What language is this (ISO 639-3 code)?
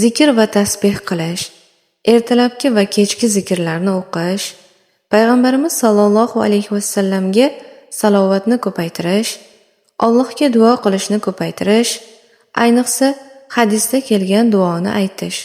uzb